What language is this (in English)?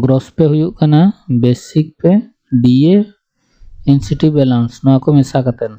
Santali